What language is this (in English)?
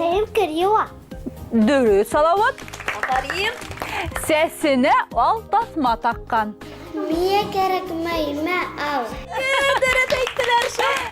Bashkir